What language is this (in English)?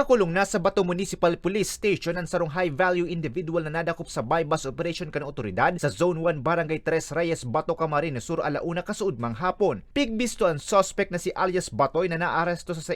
Bikol